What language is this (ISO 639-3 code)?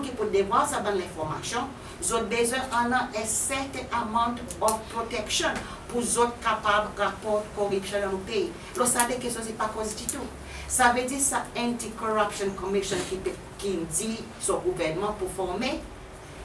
crs